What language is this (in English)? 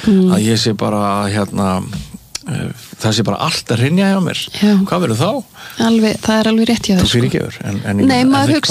Icelandic